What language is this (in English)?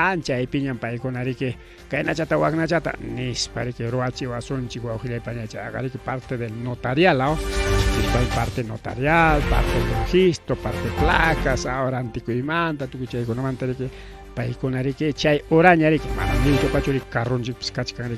Ayacucho Quechua